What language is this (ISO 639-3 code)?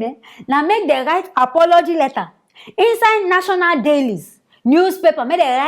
pcm